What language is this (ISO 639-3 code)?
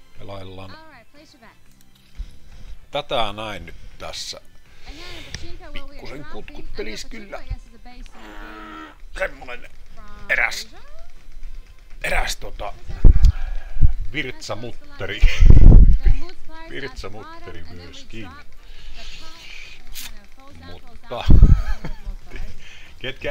fin